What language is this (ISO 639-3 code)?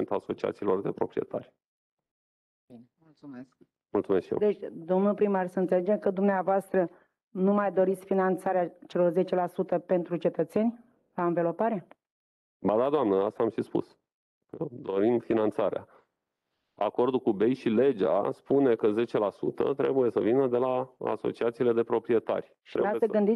ron